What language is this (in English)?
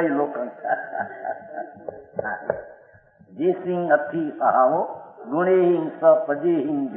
Gujarati